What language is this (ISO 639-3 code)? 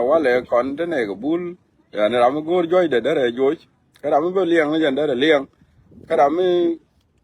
nus